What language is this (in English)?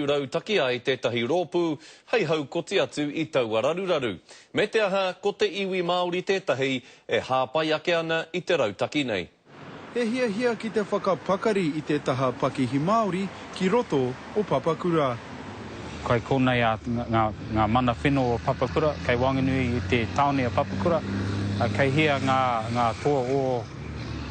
Māori